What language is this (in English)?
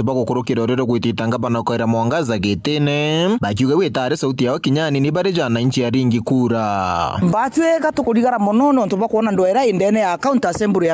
Meru